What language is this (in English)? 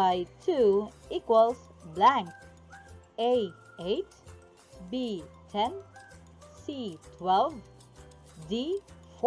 Cebuano